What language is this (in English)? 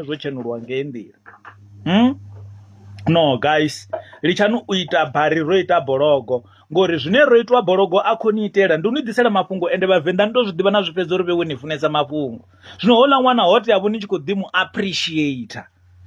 Venda